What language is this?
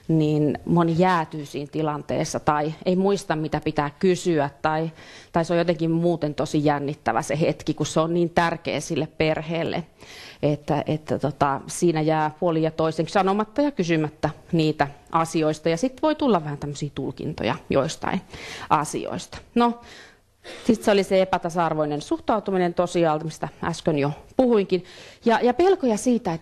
Finnish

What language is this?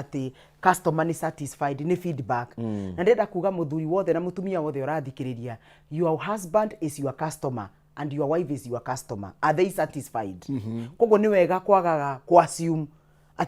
Kikuyu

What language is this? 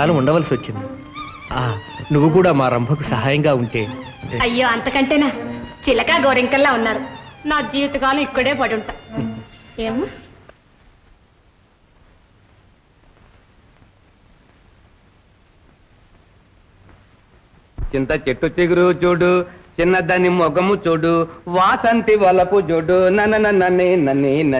Telugu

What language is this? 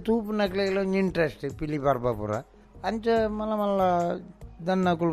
Tulu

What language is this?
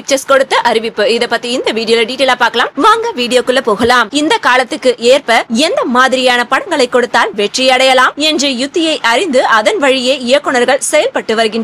Tamil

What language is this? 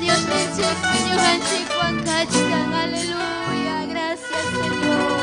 Ayacucho Quechua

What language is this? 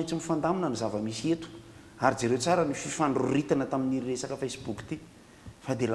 Malagasy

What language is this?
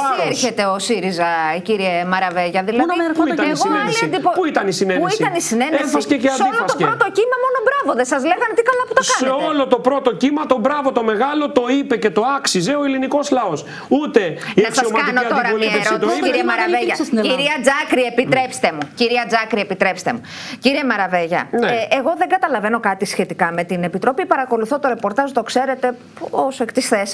Greek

